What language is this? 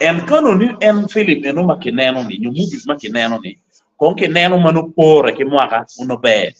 Acoli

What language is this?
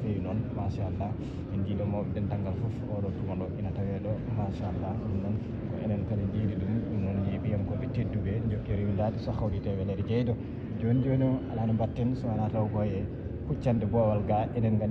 Fula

